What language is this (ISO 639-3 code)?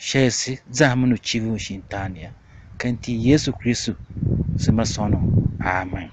tiv